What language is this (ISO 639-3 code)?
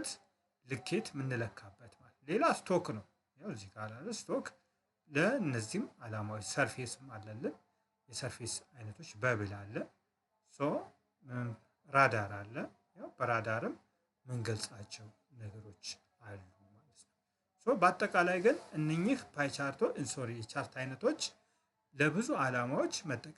amh